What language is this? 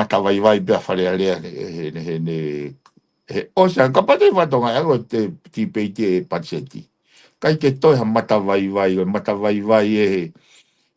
Tongan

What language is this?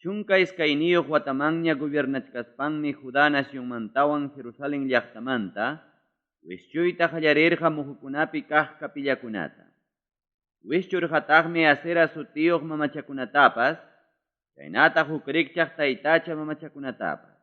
Ayacucho Quechua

